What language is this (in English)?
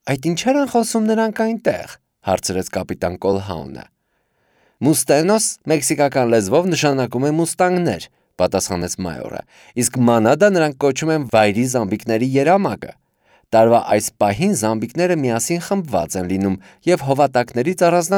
Armenian